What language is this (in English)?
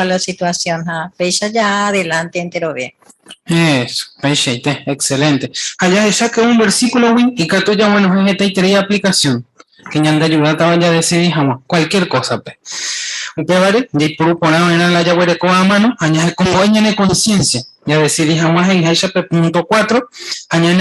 Guarani